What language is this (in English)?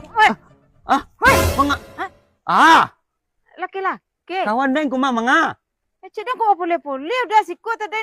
Minangkabau